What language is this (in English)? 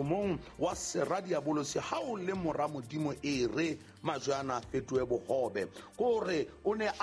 Southern Sotho